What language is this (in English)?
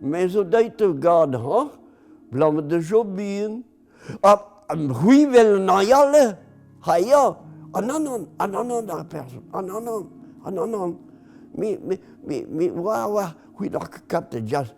Breton